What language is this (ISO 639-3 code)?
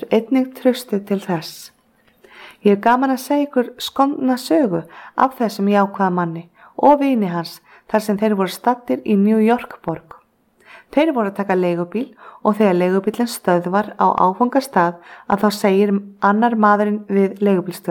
isl